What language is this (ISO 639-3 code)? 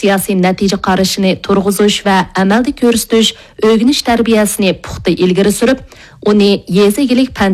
uig